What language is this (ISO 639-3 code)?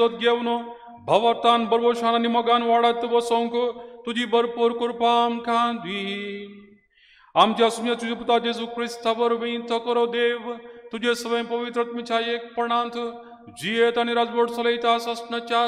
kok